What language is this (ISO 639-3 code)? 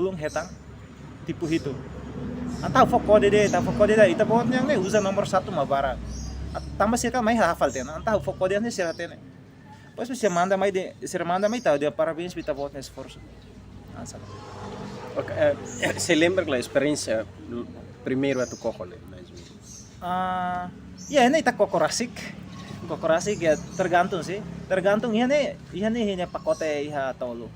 tet